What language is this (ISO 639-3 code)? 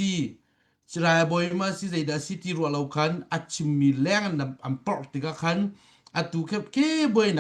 cnh